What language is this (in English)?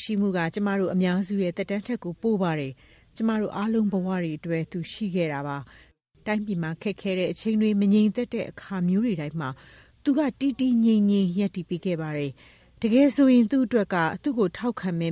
Burmese